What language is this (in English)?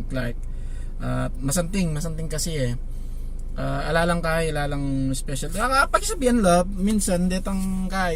Pampanga